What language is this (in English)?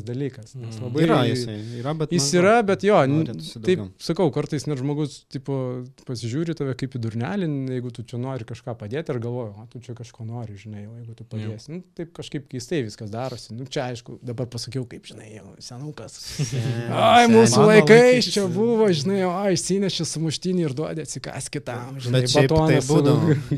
Lithuanian